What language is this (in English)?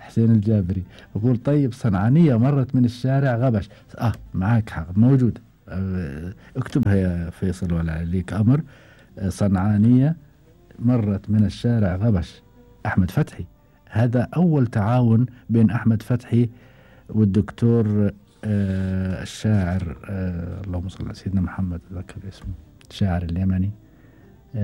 Gulf Arabic